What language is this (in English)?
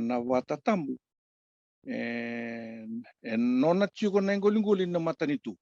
Fijian